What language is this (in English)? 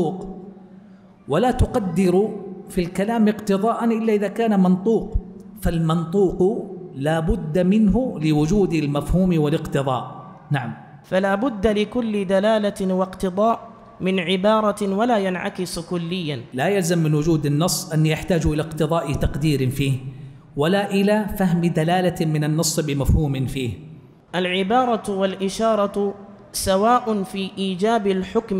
Arabic